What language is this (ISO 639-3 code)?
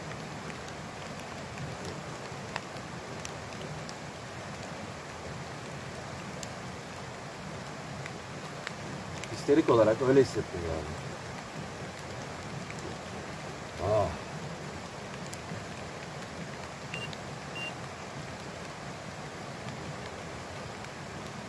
tur